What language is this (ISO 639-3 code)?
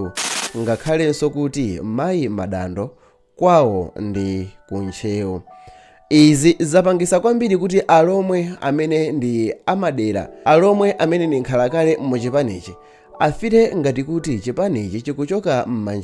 nya